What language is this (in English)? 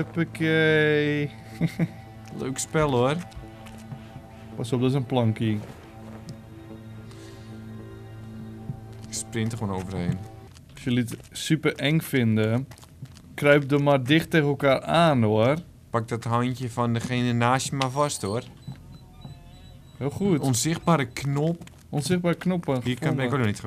Dutch